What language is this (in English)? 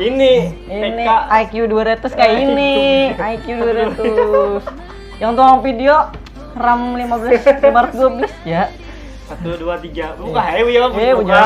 Banjar